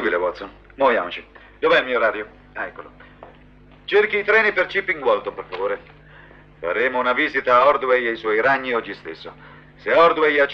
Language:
Italian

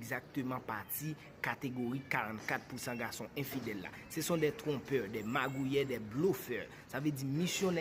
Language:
Haitian Creole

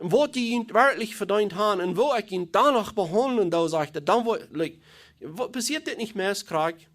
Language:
Plautdietsch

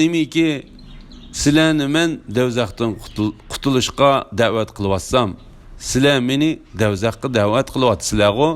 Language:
Uyghur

